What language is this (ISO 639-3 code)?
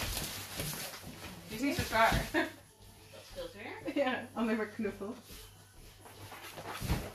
nld